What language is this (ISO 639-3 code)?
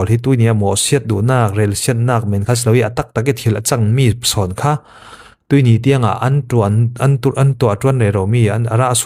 cfm